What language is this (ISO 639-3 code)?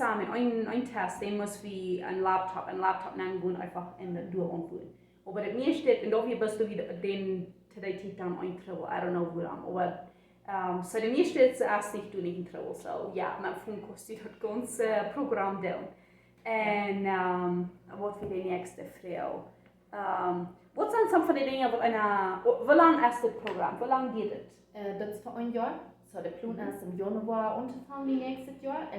pdt